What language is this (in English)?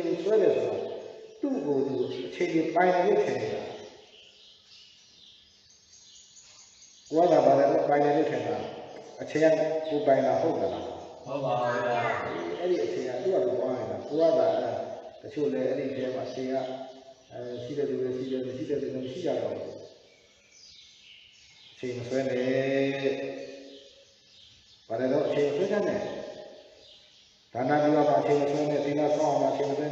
Burmese